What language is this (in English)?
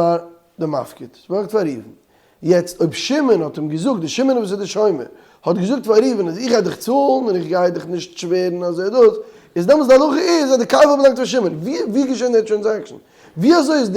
Yiddish